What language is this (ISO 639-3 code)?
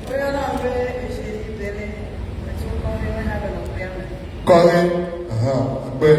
ewe